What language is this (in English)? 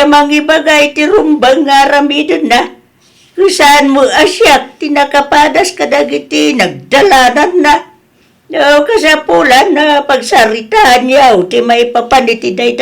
Iloko